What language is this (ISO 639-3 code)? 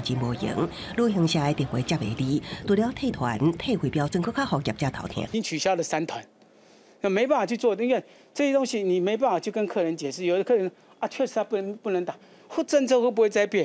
nan